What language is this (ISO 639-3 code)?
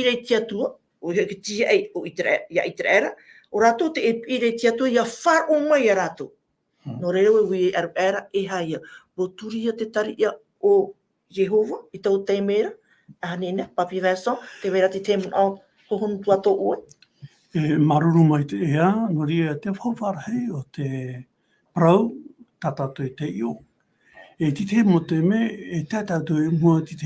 tah